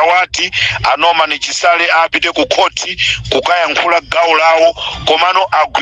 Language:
Nyanja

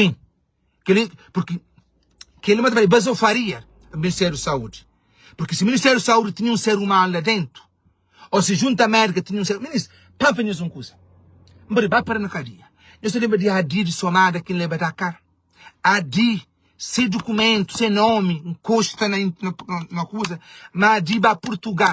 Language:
Kabuverdianu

